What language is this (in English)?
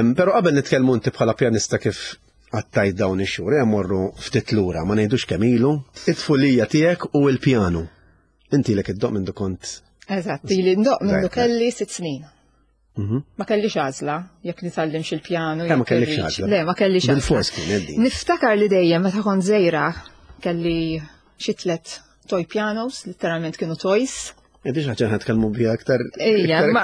Maltese